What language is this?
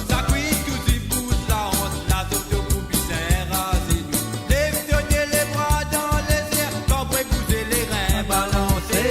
Morisyen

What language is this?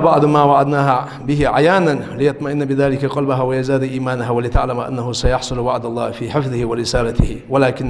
Ingush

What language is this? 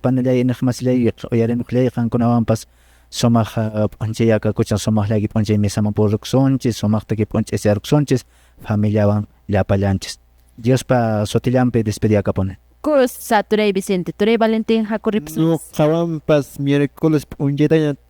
Quechua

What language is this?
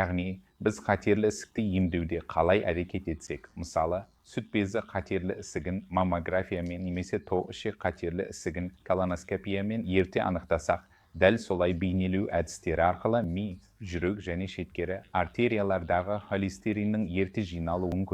Kazakh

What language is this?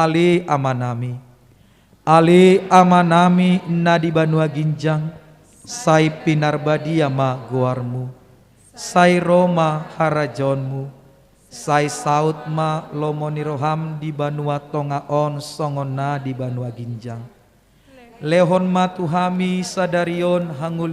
Batak Toba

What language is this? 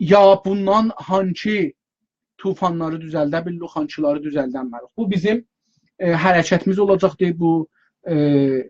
South Azerbaijani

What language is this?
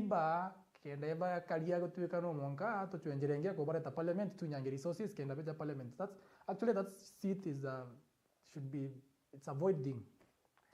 Meru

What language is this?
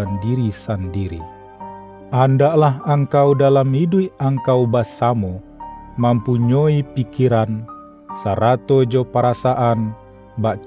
Minangkabau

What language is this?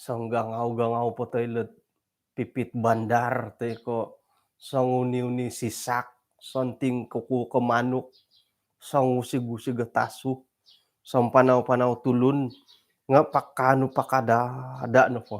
Central Dusun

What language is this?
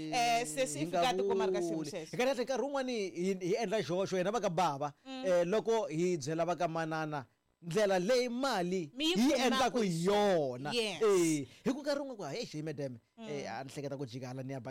Tsonga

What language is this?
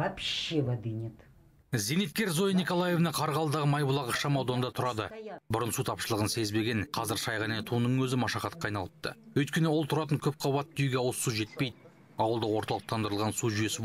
Kazakh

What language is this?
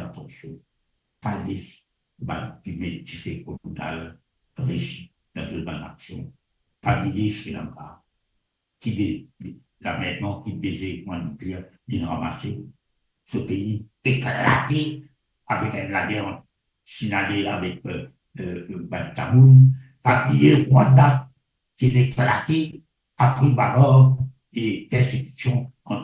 Morisyen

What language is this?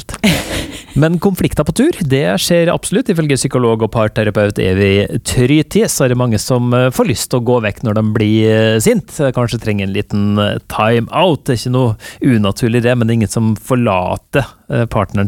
Norwegian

